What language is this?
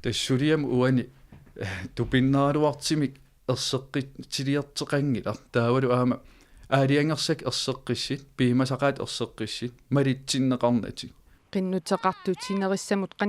Kalaallisut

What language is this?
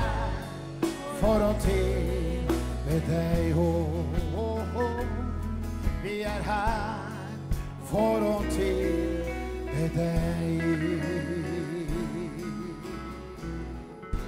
Norwegian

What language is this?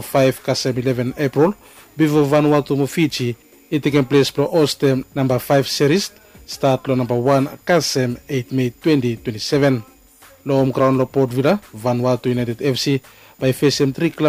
Bislama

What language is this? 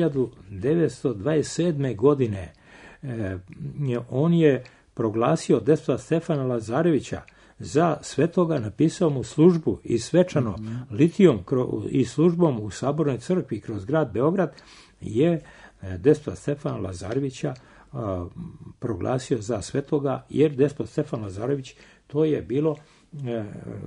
Serbian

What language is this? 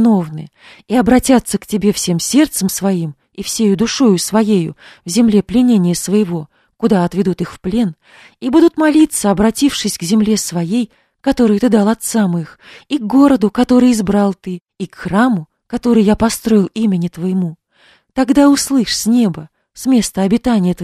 Russian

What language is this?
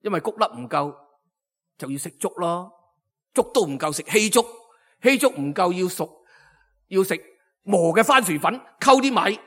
Cantonese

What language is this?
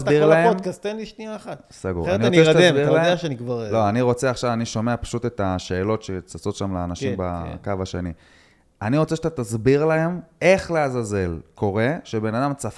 Hebrew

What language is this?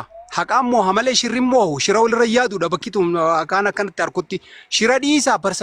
Oromo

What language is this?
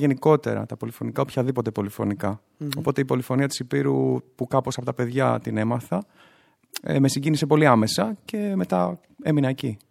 Greek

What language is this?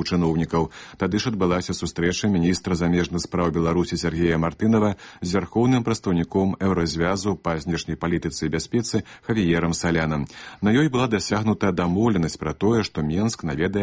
Belarusian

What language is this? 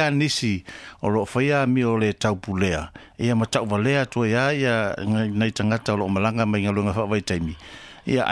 Samoan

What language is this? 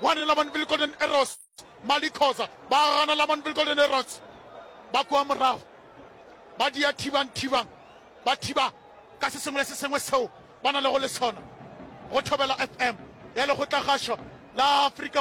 Northern Sotho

